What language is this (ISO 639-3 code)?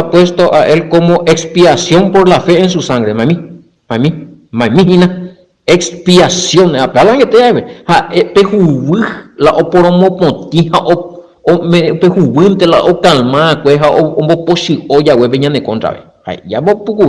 grn